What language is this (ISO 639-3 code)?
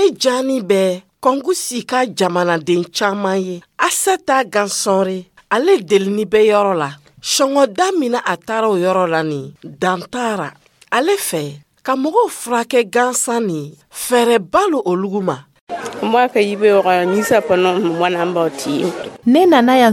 dyu